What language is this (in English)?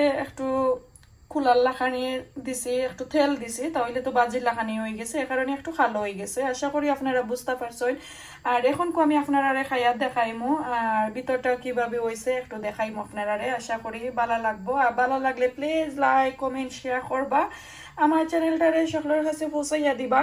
Sylheti